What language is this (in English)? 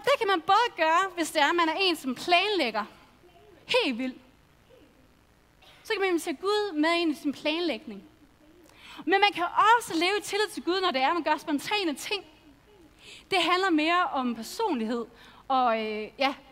Danish